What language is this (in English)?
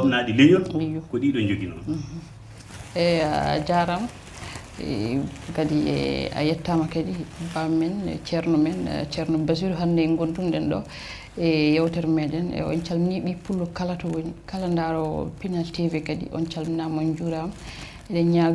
Fula